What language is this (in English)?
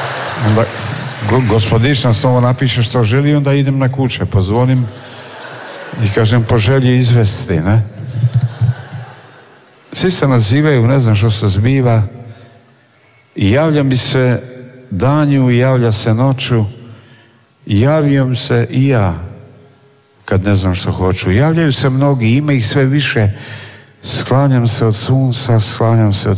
Croatian